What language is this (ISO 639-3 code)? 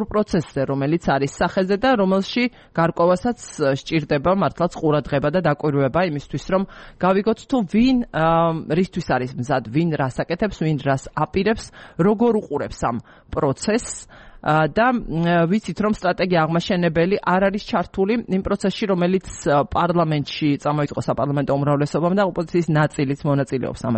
kat